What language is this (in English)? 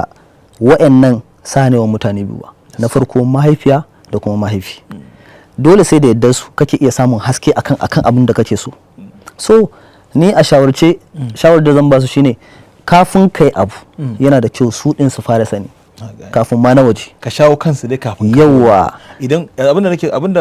Hausa